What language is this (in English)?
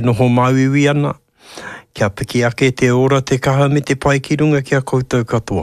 Māori